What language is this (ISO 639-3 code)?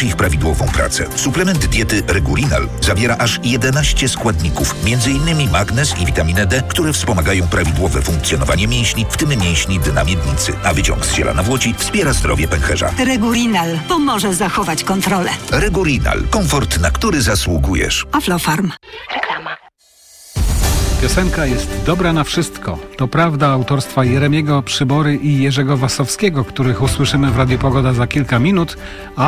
pol